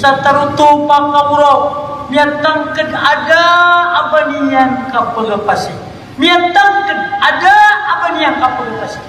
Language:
Maranao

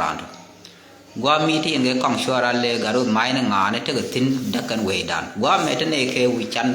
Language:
Nuer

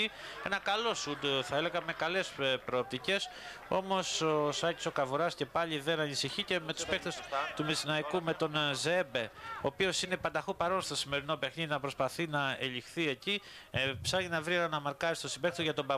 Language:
Greek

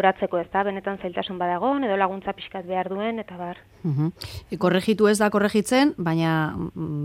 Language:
Basque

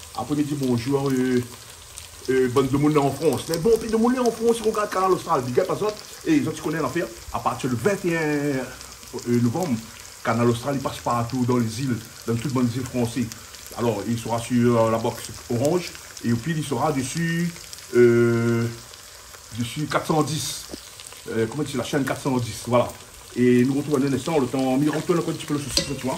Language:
Réunion Creole French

